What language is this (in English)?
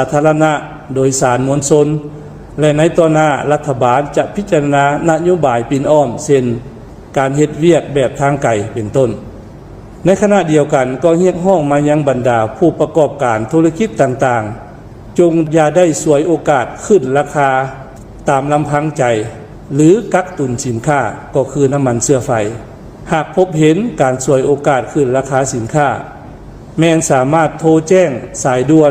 Lao